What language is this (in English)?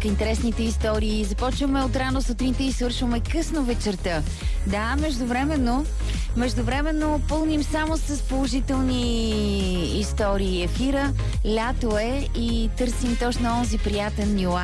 Bulgarian